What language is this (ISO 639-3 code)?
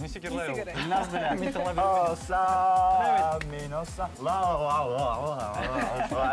bak